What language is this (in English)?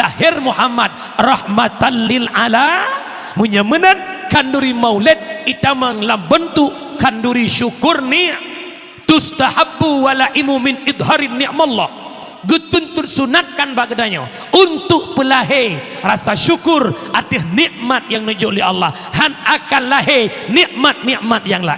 Achinese